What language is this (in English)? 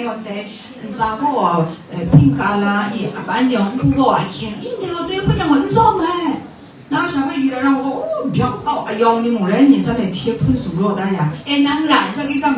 Kachin